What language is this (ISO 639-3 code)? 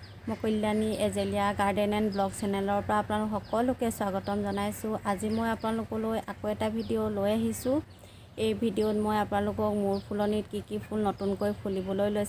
asm